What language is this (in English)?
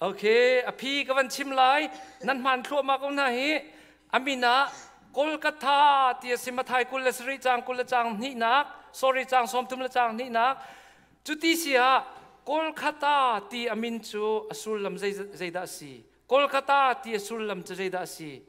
Hakha Chin